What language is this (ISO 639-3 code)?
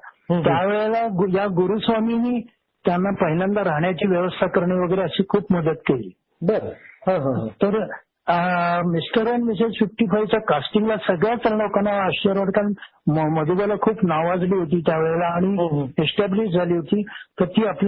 mar